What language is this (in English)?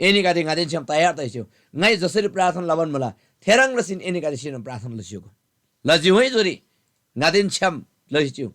Eastern Tamang